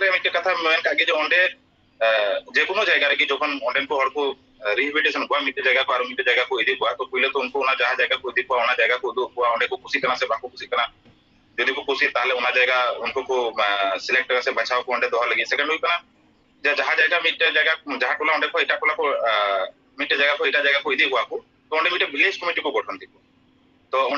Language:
Santali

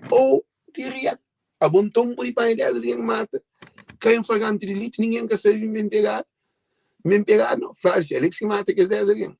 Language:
Kabuverdianu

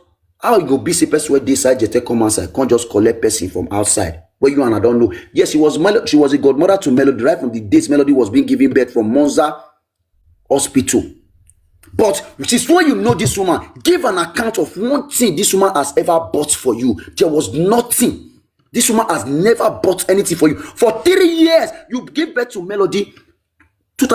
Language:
Nigerian Pidgin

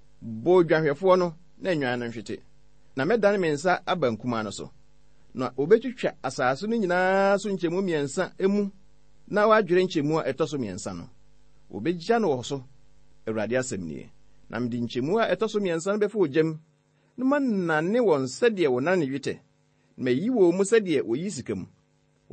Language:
Akan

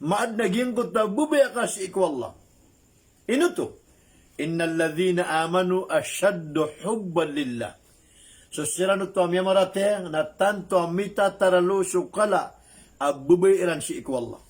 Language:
Maranao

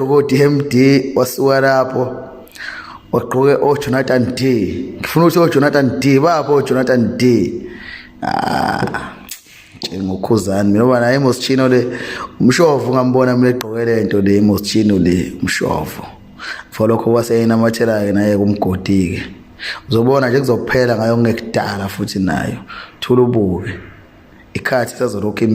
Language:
Zulu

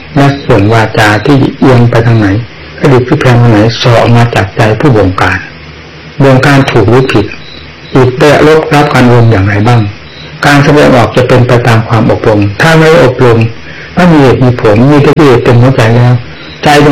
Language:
Thai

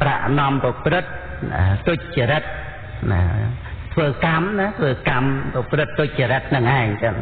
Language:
Khmer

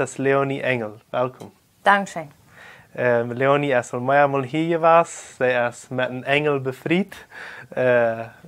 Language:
Plautdietsch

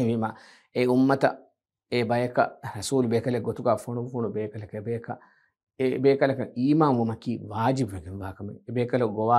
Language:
Divehi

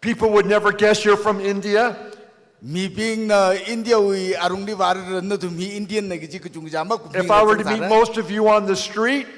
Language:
Tangkhul Naga (India)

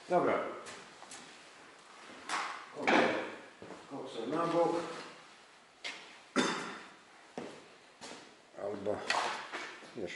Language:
Polish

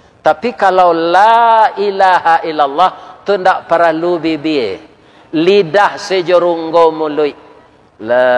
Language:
Minangkabau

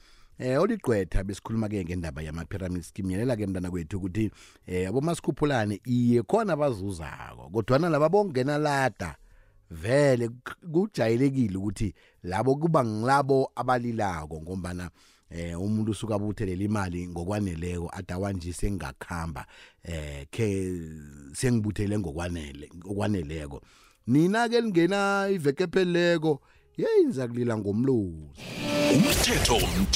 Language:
South Ndebele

